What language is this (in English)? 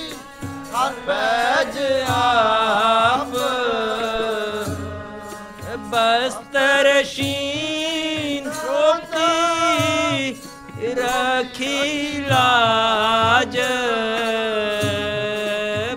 Punjabi